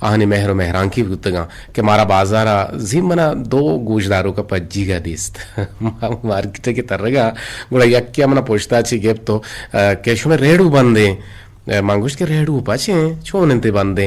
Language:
Eastern Balochi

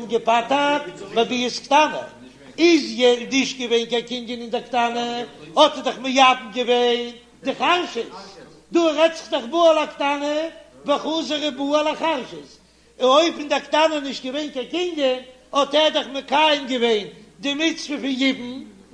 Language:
Yiddish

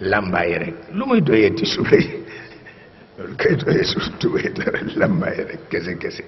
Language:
Wolof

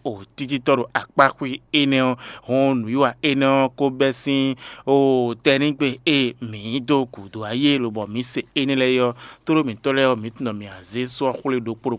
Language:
Fon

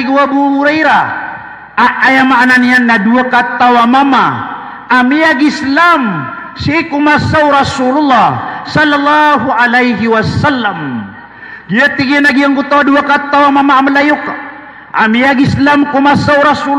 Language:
Maranao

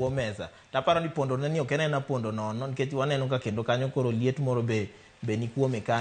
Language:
Luo (Kenya and Tanzania)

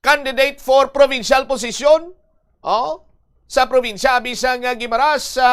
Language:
Hiligaynon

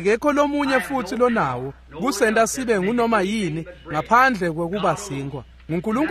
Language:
Swati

